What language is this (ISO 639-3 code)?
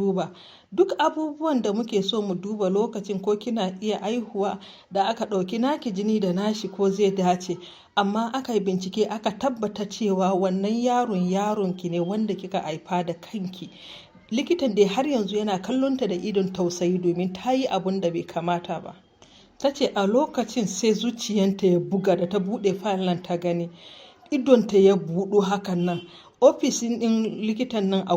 hau